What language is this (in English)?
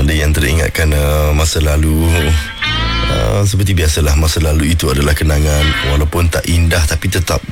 Malay